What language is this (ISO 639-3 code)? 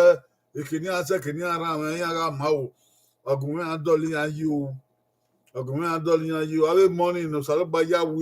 bin